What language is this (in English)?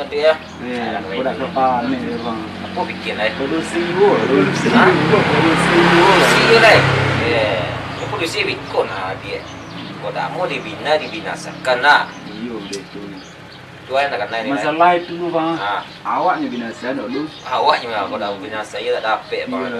Minangkabau